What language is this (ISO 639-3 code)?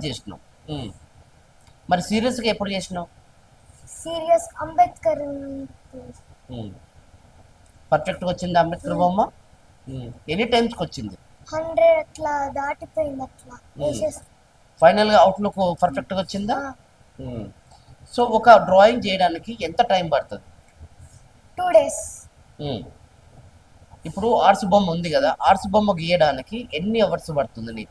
tel